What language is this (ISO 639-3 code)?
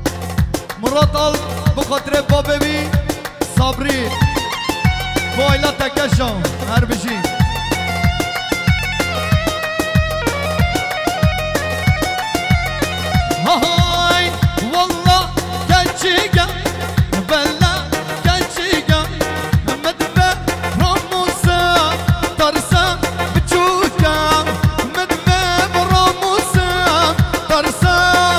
kur